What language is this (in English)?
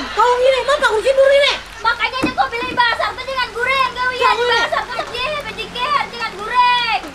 Banjar